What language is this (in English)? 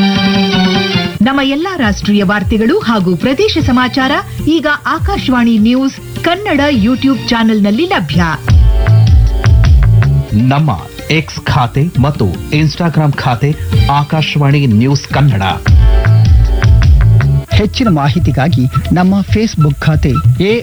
Kannada